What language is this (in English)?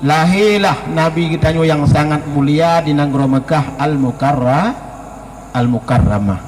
Achinese